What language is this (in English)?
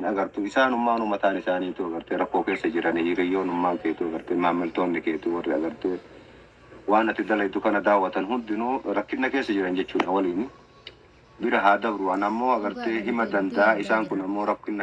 Oromo